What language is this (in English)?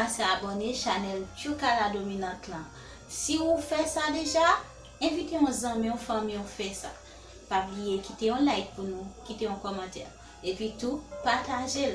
Haitian Creole